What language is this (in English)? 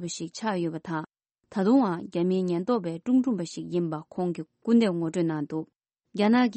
Tibetan